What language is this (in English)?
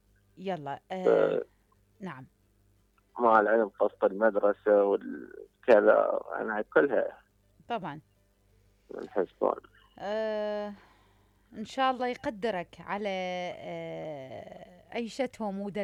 Mesopotamian Arabic